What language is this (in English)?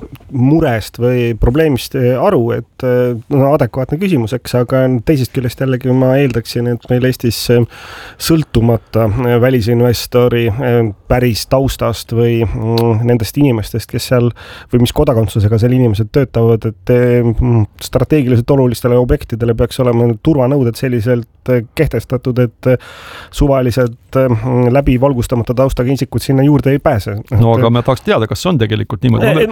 Estonian